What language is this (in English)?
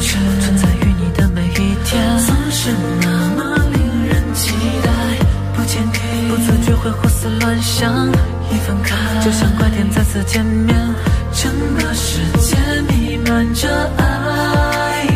Chinese